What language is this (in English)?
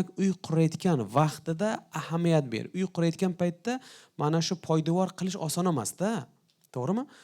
Uzbek